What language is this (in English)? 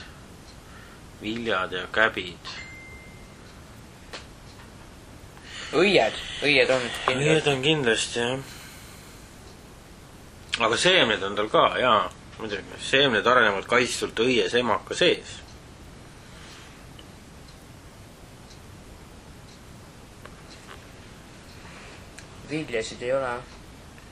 Estonian